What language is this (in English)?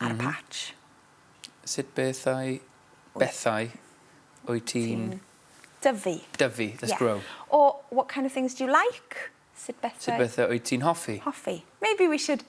Welsh